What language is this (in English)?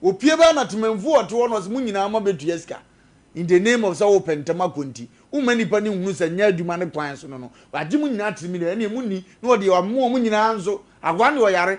Akan